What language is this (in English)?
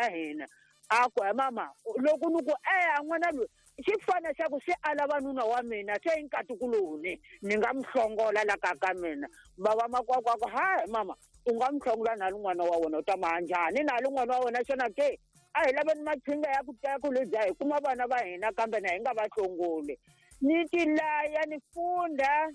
Tsonga